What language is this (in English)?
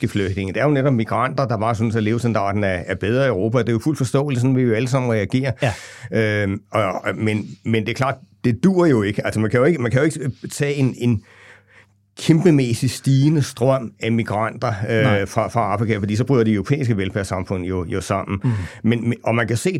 Danish